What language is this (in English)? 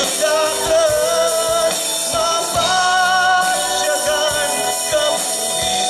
Hiligaynon